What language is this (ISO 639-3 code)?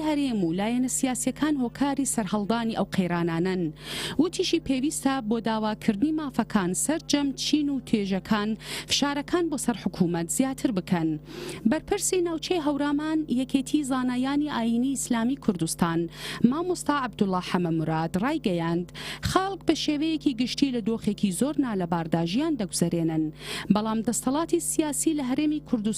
ckb